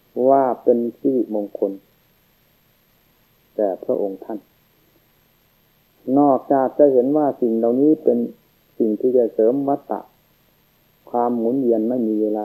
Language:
Thai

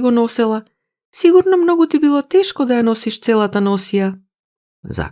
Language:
Macedonian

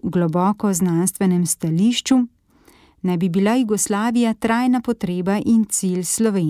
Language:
Slovenian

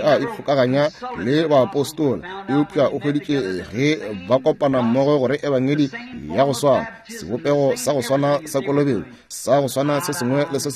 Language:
Northern Sotho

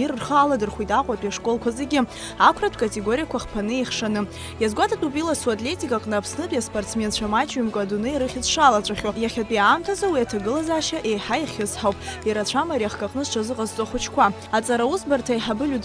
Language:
Abkhazian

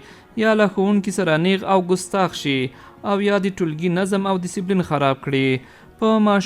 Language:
Pashto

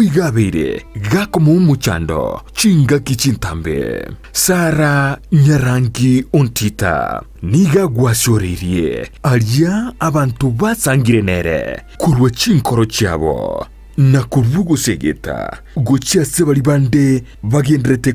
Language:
Gusii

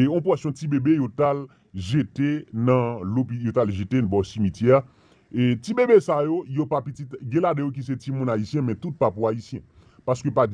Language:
Haitian Creole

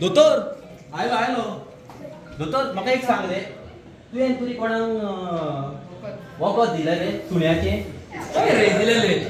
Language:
Konkani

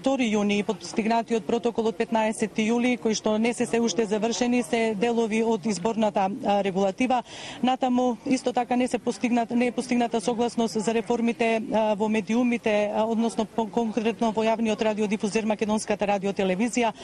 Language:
Macedonian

